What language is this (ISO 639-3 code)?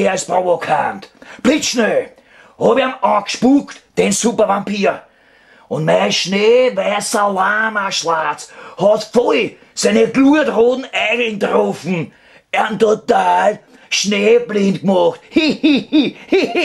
bar